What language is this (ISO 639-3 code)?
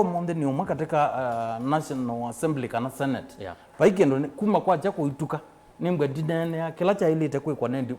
kam